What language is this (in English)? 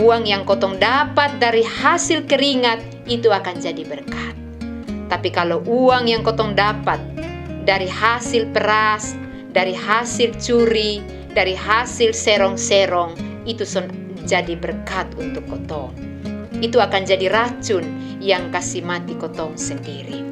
Kupang Malay